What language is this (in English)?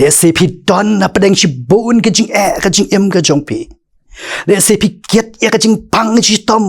Khasi